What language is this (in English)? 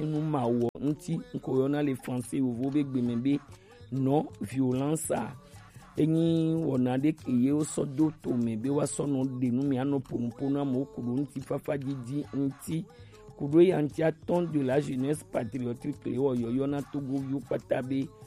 Gen